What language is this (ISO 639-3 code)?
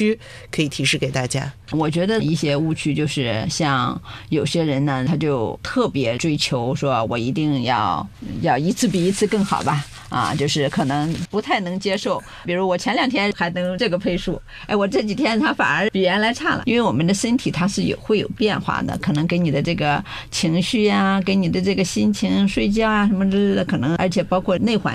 zho